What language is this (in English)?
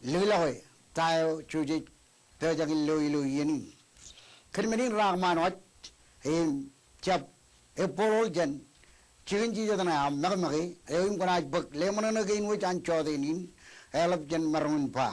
Marshallese